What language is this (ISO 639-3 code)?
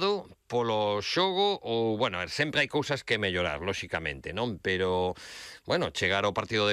glg